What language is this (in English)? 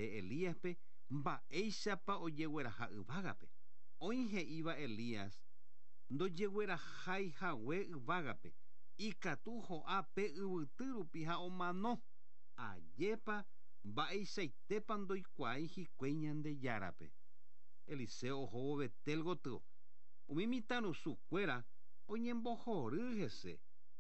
Guarani